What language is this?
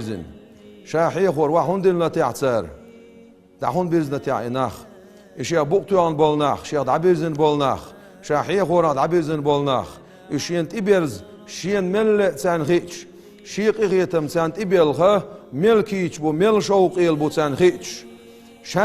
Chechen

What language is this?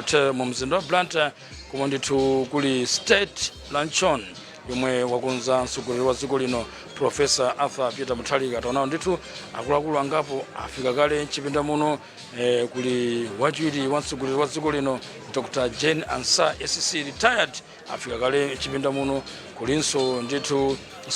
Nyanja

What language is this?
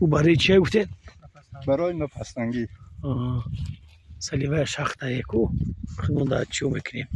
Tajik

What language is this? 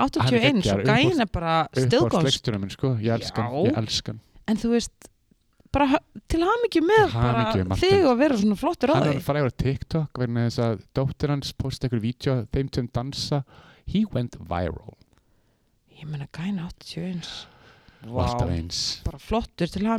Icelandic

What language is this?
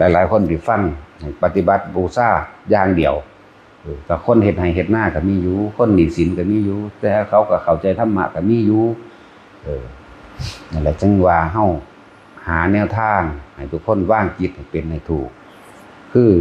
Northeastern Thai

